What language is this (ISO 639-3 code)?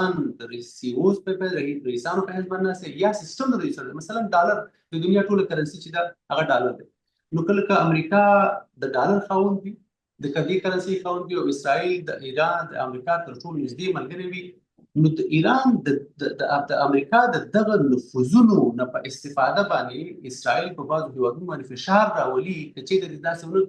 pus